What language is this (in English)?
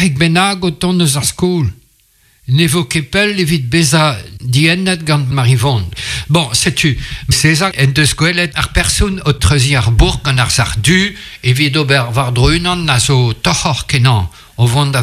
Breton